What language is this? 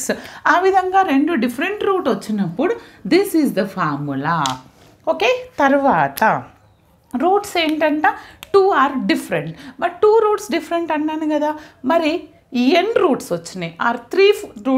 Telugu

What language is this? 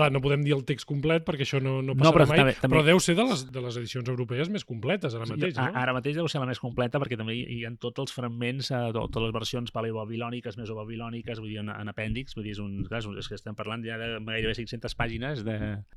Catalan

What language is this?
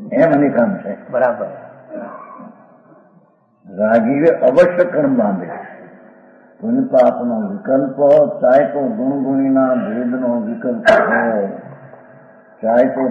Gujarati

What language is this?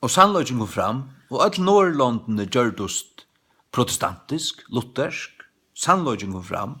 Faroese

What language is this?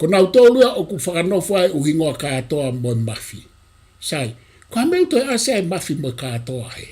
Tongan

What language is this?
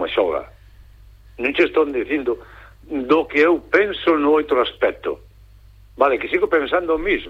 Galician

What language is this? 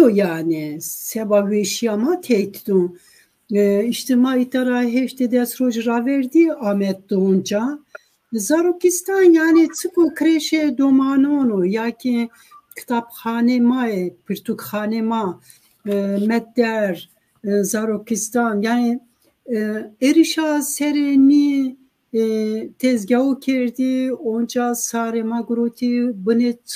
Zaza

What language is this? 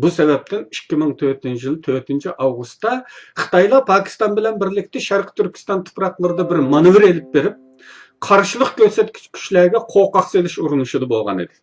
Uyghur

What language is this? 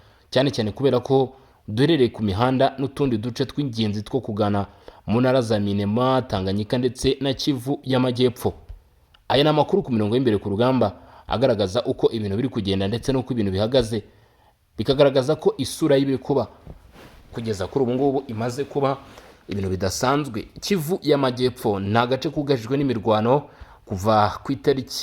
Kinyarwanda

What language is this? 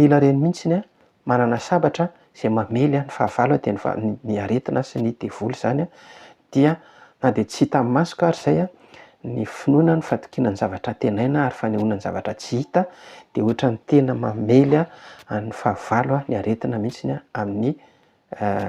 Malagasy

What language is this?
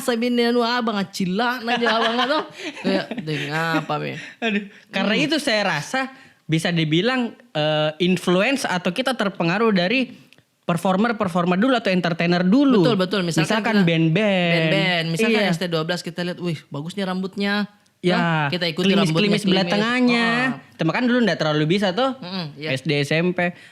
Makassar Malay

